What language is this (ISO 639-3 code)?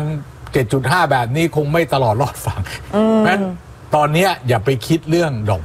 tha